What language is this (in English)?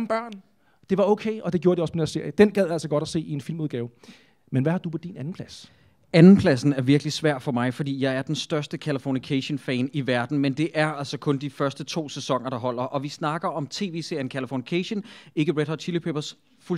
Danish